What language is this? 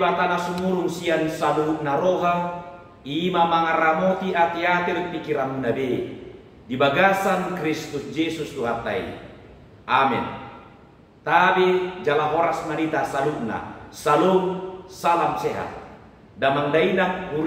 Batak Toba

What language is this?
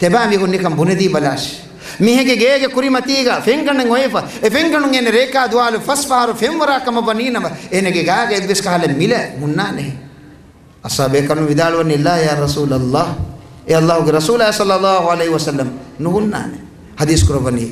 Divehi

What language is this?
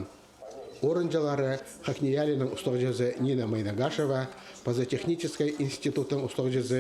Khakas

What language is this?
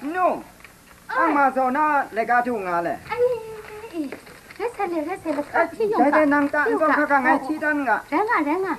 Kachin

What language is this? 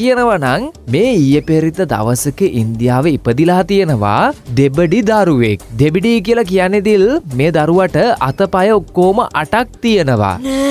Sinhala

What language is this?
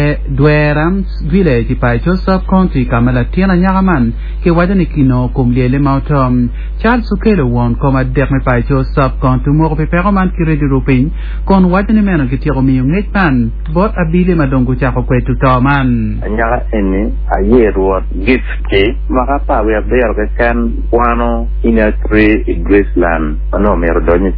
Acoli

